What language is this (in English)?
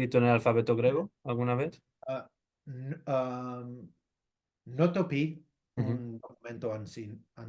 Ladino